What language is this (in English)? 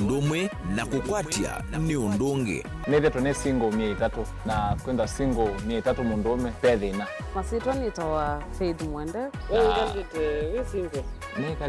Kamba